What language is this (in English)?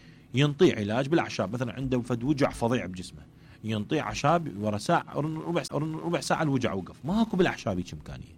Mesopotamian Arabic